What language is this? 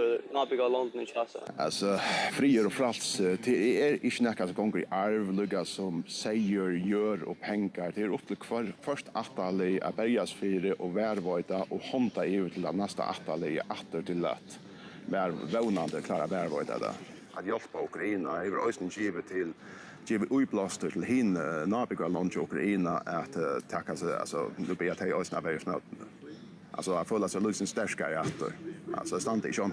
Faroese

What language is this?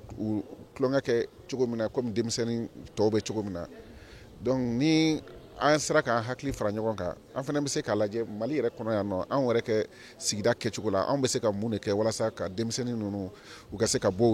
Bambara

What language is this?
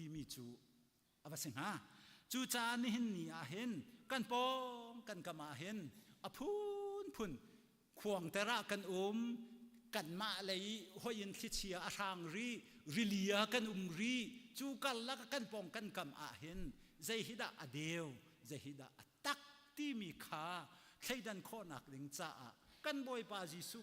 Hakha Chin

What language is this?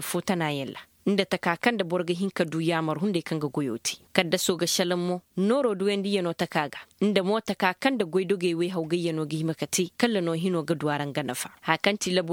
Koyraboro Senni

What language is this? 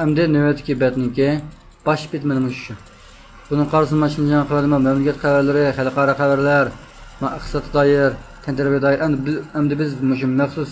Uyghur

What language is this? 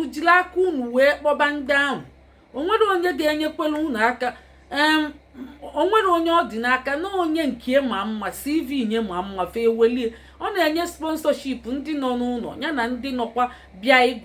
Igbo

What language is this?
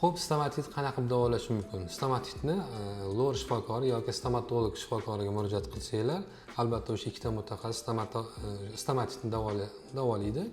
Uzbek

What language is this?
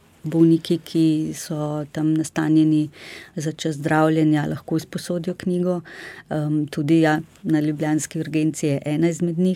Slovenian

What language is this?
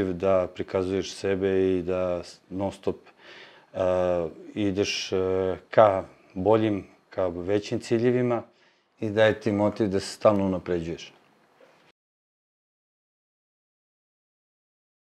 Serbian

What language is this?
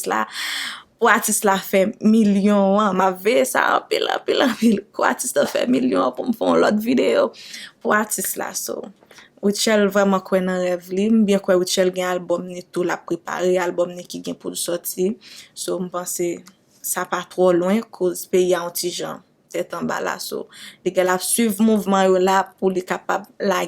Haitian Creole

